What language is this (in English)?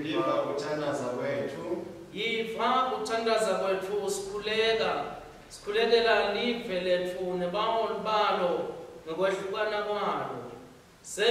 Swati